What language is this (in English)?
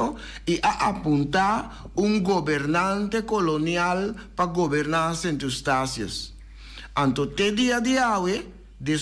Papiamento